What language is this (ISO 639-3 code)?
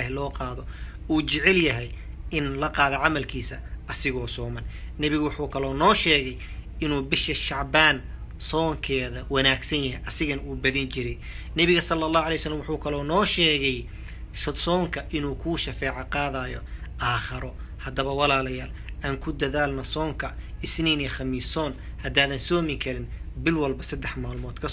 som